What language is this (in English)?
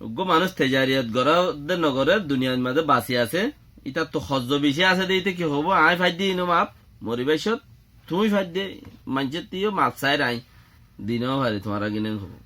Rohingya